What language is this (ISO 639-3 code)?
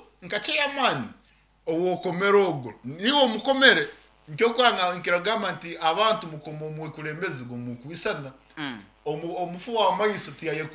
nyn